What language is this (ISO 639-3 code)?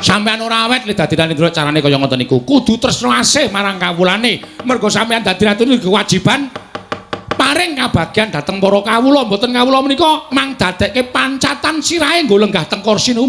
jav